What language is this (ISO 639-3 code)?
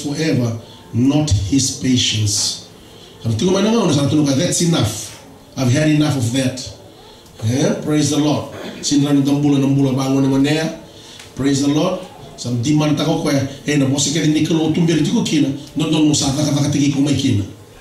fij